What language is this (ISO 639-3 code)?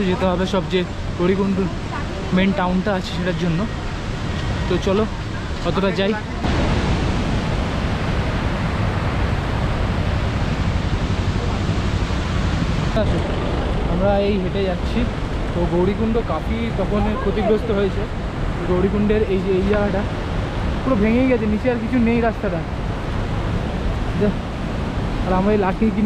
ben